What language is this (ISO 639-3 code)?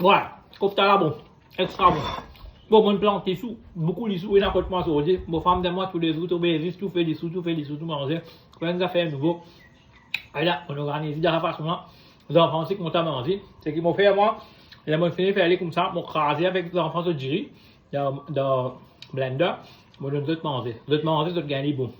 mfe